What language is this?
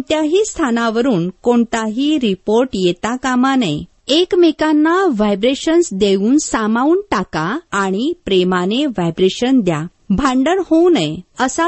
Marathi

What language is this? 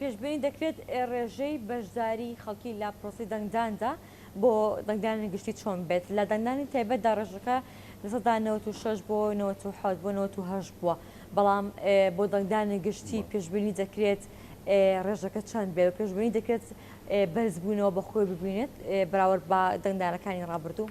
Central Kurdish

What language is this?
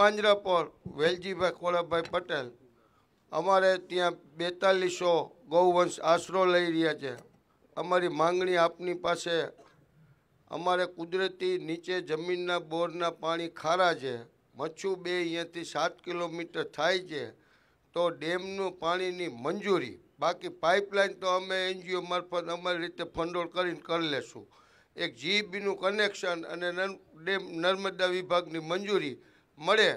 Gujarati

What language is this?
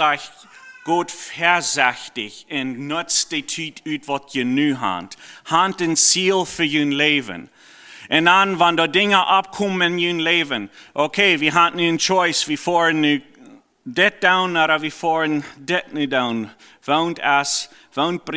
Plautdietsch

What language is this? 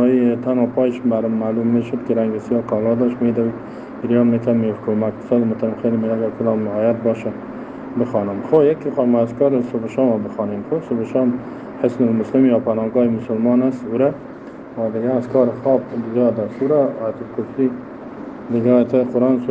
Persian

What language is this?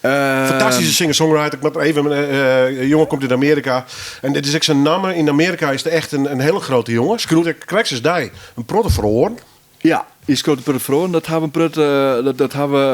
Western Frisian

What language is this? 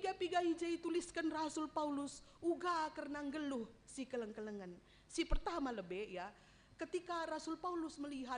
Batak Karo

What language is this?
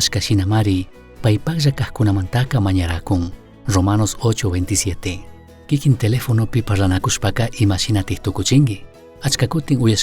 Chimborazo Highland Quichua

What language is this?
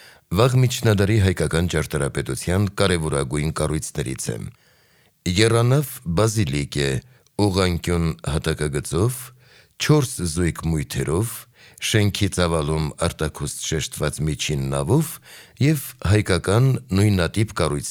Armenian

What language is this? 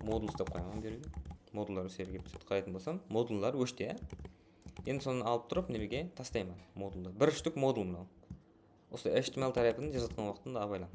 Kara-Kalpak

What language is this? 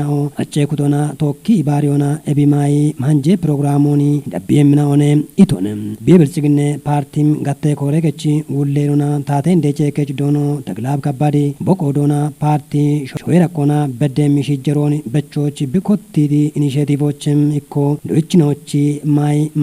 Kafa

